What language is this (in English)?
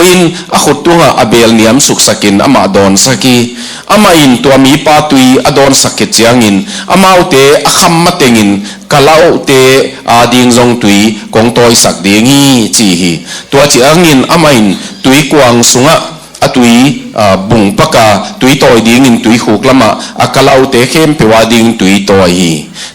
Tedim Chin